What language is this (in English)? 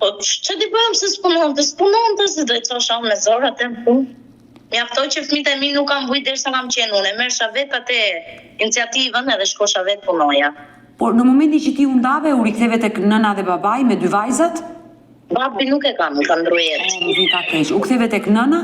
Albanian